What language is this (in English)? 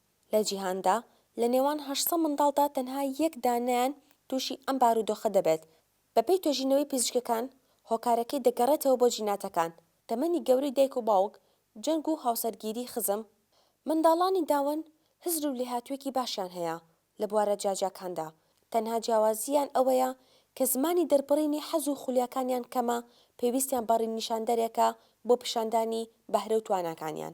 Central Kurdish